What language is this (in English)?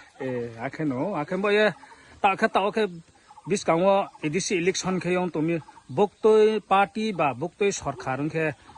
Riang (India)